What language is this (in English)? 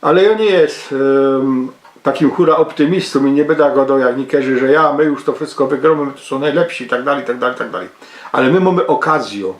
Silesian